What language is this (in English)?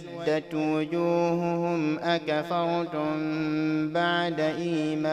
Fula